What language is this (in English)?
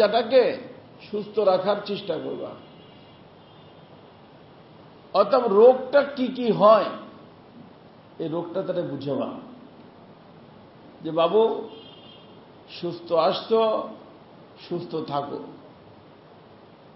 Bangla